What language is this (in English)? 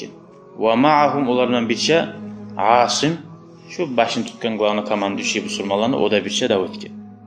Kumyk